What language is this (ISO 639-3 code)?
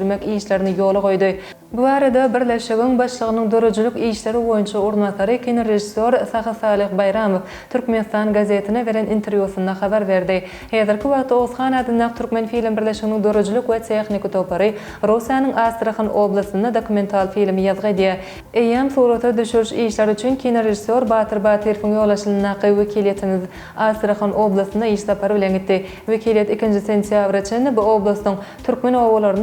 tuk